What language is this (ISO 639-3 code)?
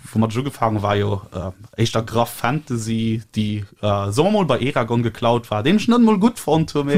ltz